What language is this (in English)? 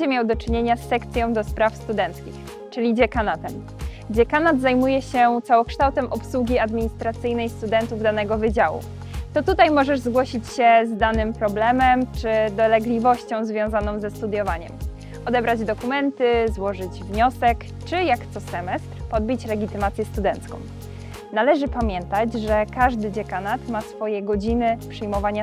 Polish